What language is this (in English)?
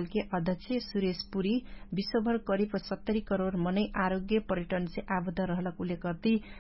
Dangaura Tharu